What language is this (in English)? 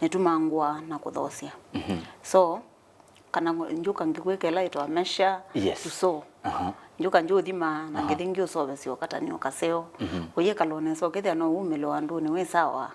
Kamba